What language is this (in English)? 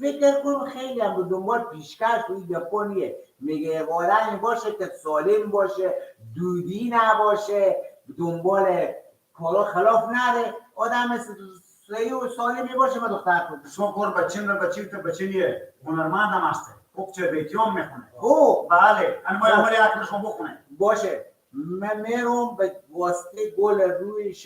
Persian